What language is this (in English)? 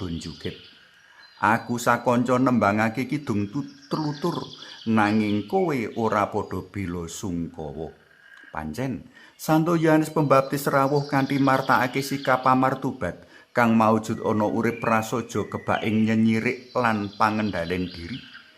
Javanese